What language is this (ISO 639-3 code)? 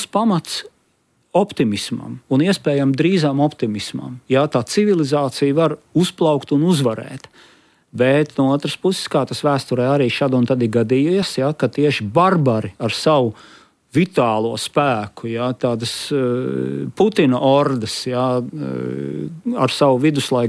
lav